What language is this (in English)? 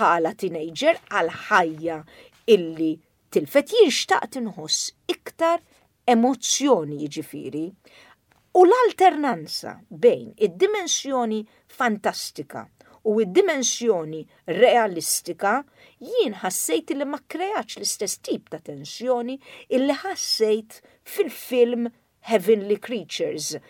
Maltese